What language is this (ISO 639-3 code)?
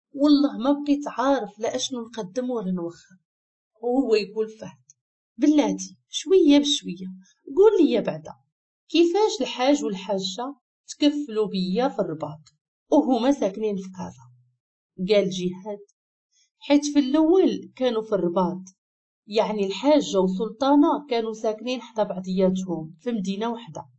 ary